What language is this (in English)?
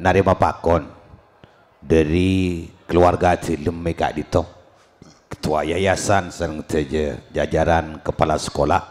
Madurese